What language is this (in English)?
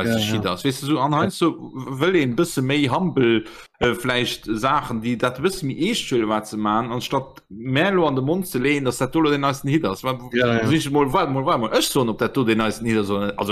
Luxembourgish